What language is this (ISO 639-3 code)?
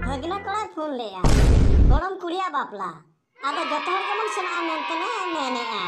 sat